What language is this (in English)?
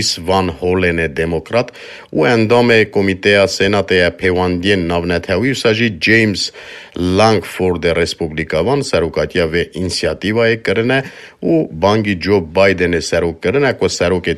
Kurdish